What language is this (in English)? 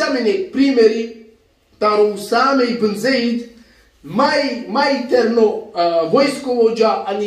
Balkan Romani